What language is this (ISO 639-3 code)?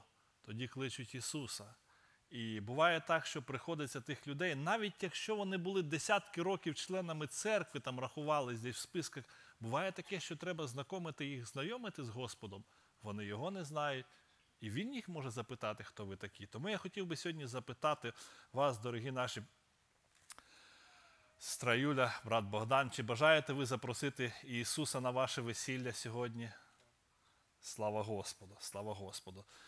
ukr